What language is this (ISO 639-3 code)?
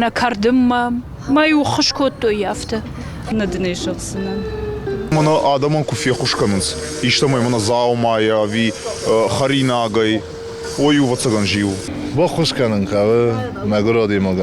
oss